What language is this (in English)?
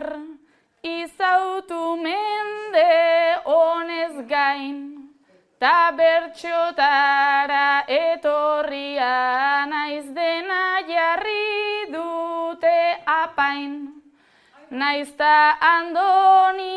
Basque